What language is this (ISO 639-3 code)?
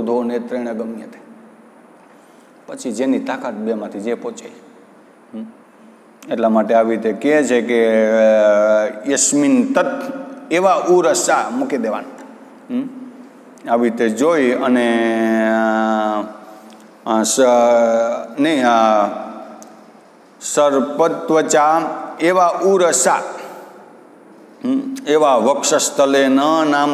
guj